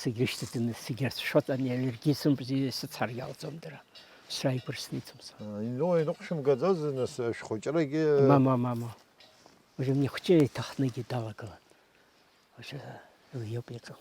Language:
Abkhazian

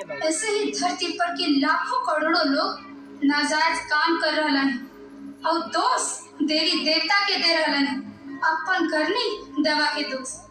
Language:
Magahi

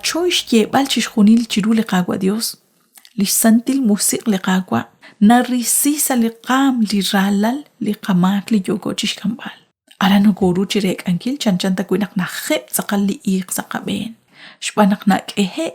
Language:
Kekchí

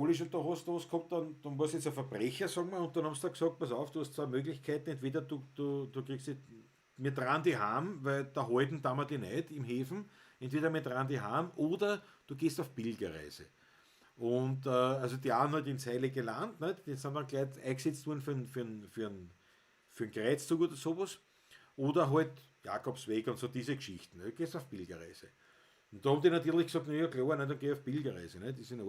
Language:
Bavarian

